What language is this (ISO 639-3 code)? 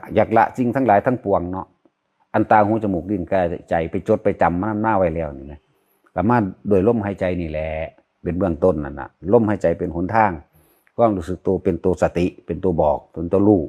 tts